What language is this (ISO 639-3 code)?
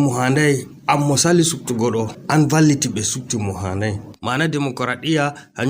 ful